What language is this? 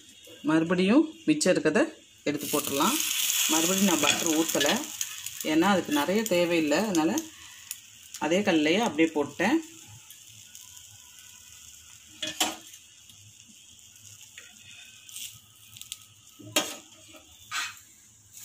Tamil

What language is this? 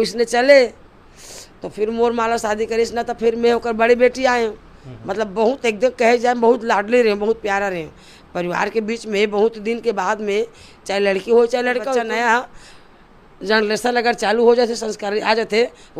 Chhattisgarhi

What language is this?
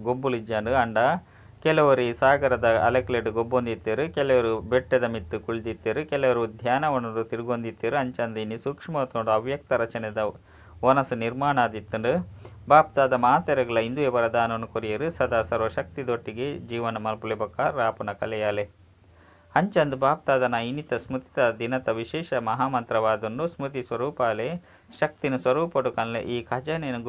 Tulu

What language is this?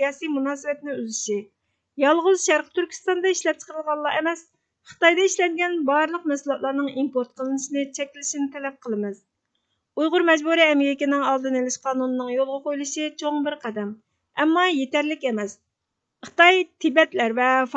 Uyghur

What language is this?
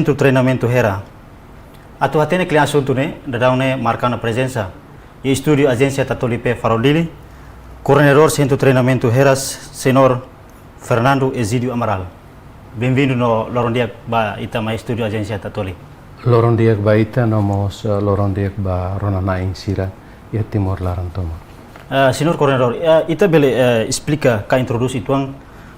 Tetum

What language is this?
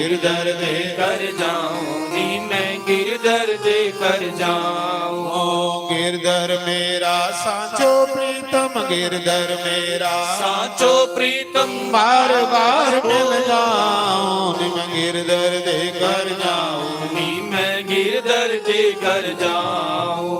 Dogri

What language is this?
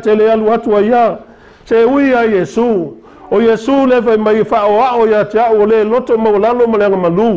Samoan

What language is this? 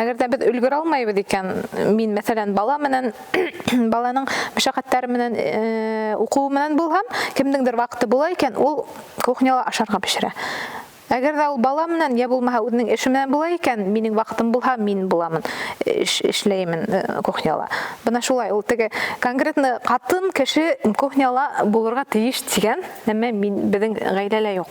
Bashkir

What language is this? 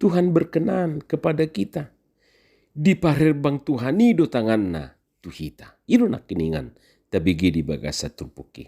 Batak Toba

